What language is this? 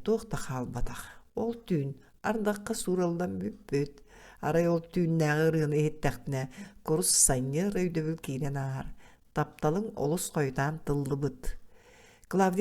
Yakut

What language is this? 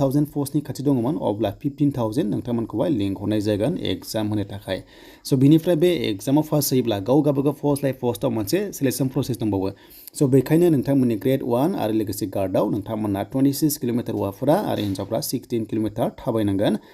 Bodo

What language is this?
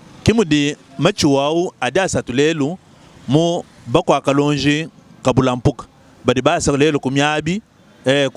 Luba-Lulua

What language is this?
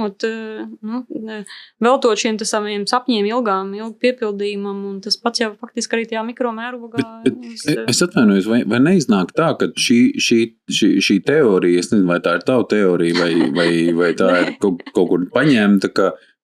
Latvian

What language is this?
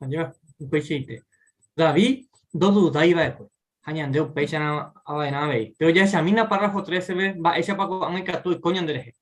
Guarani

